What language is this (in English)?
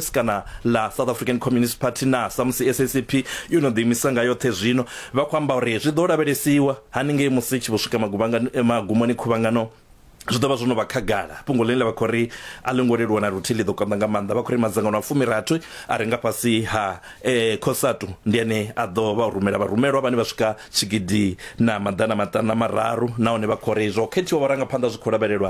Venda